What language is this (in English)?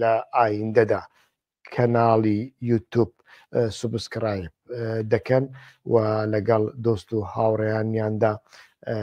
Central Kurdish